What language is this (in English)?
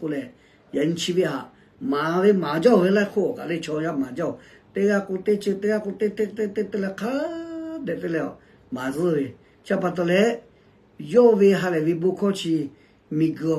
Lahu